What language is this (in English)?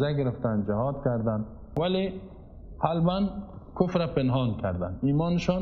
Persian